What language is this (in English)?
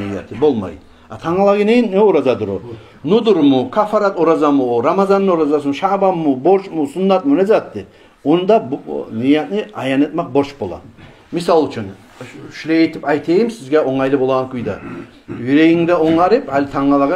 Kumyk